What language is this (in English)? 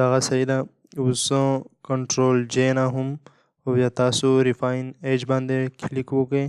Pashto